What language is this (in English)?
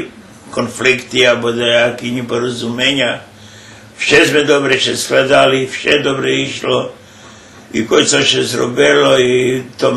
Rusyn